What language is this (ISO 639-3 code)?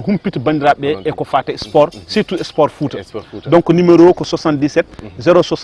ful